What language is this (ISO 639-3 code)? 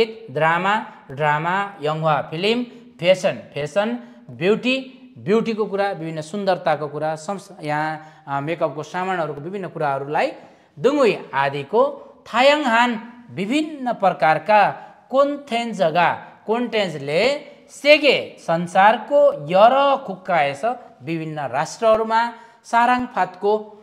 nep